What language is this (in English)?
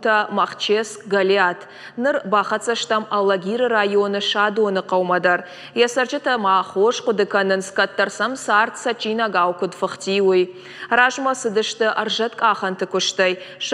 Ossetic